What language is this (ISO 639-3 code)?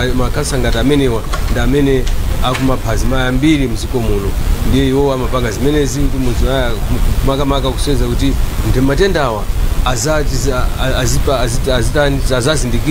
nya